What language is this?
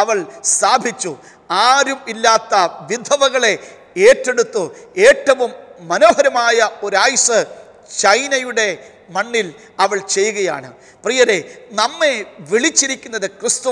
Malayalam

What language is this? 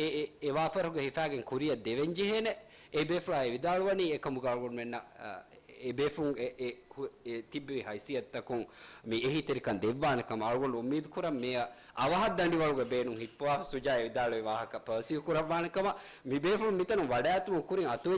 Divehi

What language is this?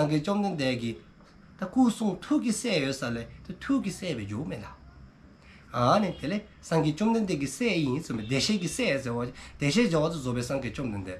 Dzongkha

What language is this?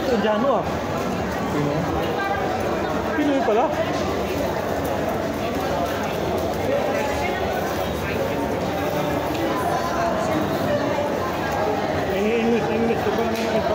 Filipino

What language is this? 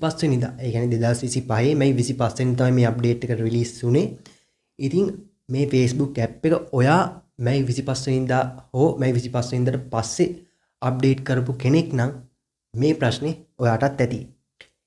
Sinhala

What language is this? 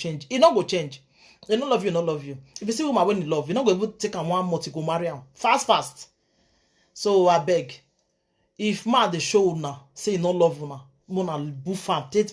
Nigerian Pidgin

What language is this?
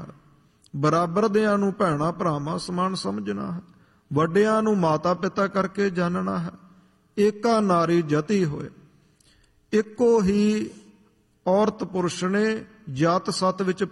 Punjabi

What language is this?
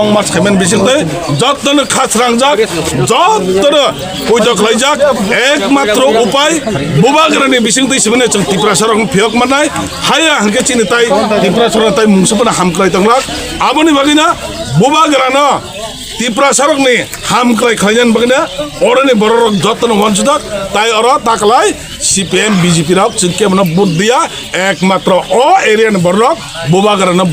Kok Borok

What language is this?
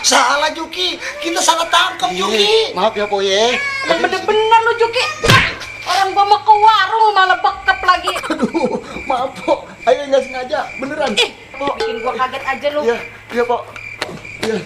Betawi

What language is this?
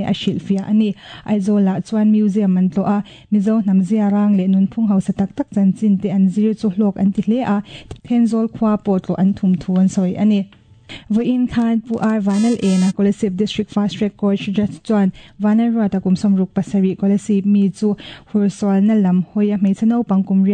Mizo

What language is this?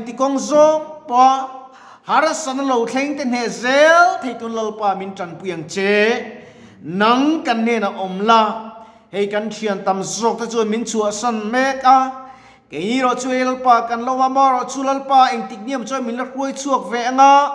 Mizo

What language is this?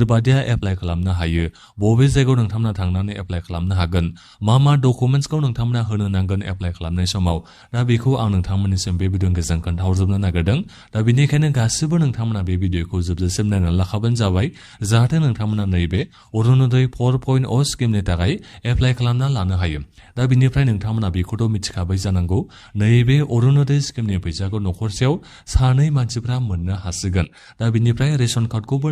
Bodo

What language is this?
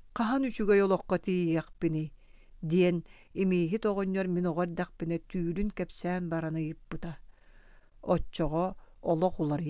Yakut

